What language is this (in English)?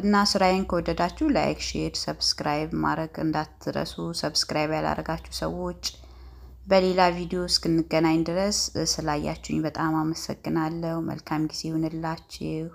Amharic